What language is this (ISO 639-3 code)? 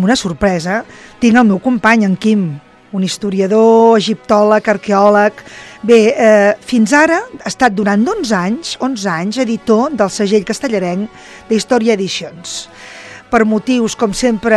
cat